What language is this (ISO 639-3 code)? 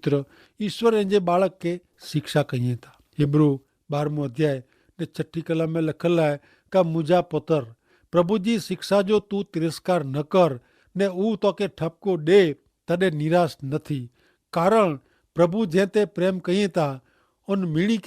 kfr